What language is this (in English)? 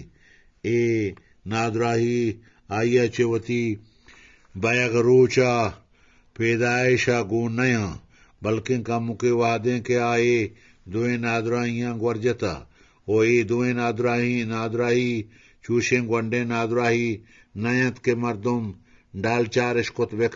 Eastern Balochi